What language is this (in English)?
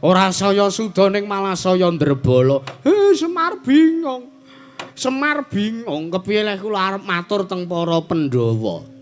Javanese